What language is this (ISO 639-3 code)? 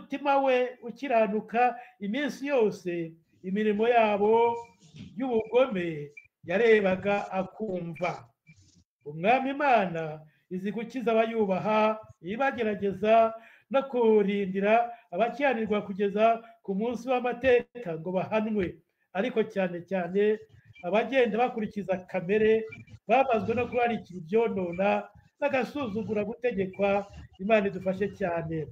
kin